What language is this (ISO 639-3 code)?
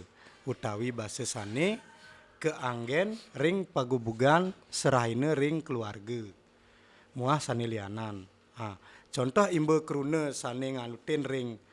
ban